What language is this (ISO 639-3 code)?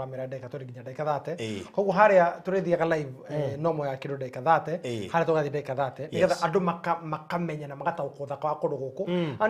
kik